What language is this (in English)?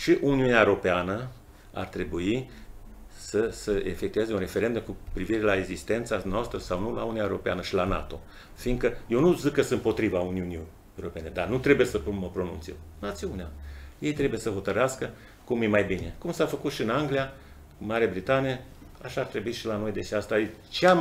Romanian